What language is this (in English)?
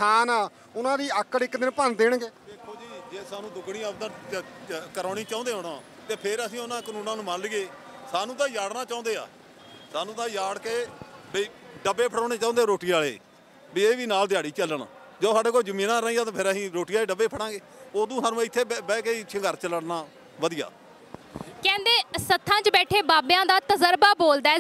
Punjabi